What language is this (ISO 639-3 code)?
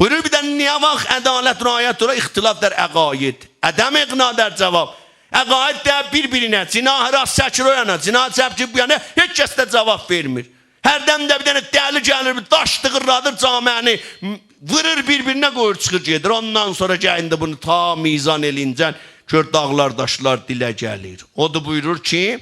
azb